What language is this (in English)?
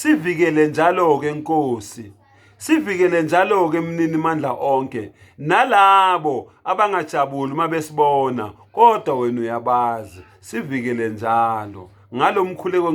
Zulu